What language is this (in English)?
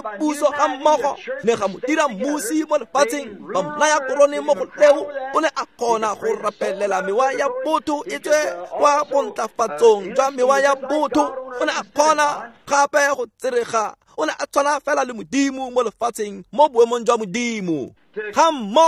Tswana